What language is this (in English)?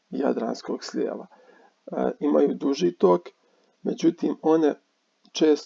Croatian